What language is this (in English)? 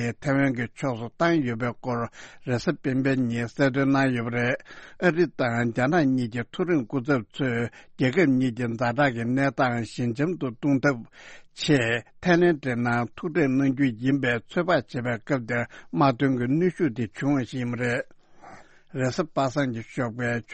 Tibetan